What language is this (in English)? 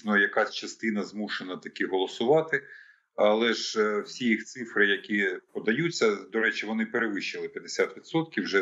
Ukrainian